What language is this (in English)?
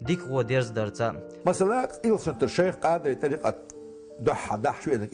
Chechen